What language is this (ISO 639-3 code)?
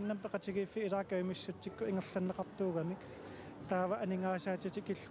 kal